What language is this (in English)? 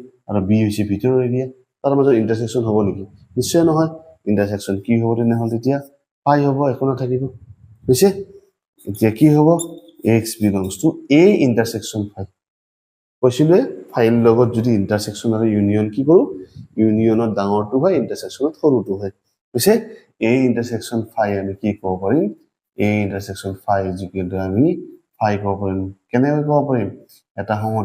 Assamese